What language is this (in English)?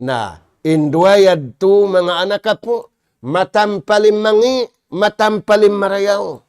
Tausug